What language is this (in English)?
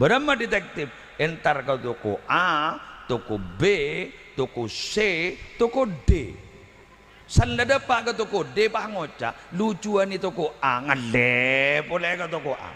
Madurese